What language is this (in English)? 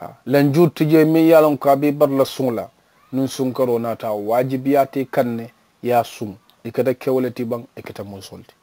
Mandingo